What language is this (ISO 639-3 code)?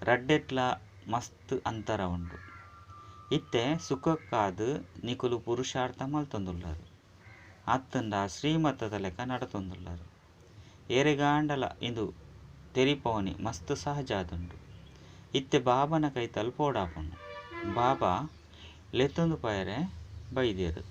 tcy